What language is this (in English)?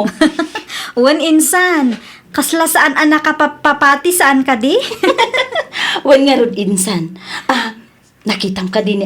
Iloko